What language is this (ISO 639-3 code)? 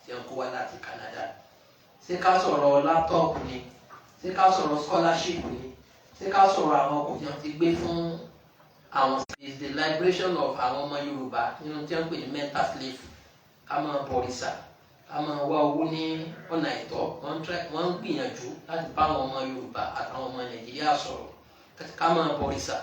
yor